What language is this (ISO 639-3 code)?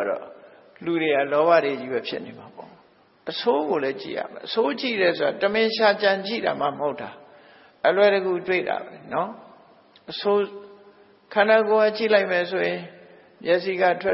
mya